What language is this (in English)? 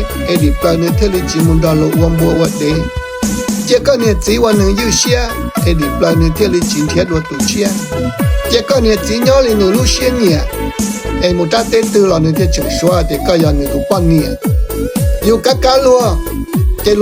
Hmong